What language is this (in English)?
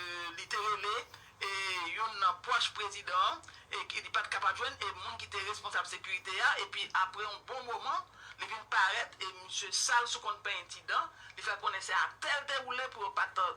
Haitian Creole